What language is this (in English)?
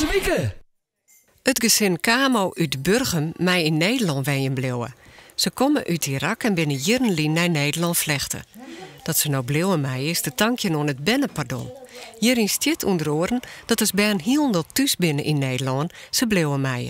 Western Frisian